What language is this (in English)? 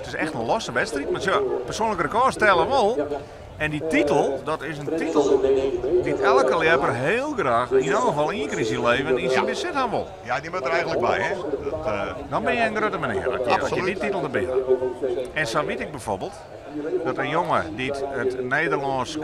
Western Frisian